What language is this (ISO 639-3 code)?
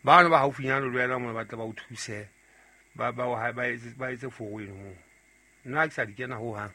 sot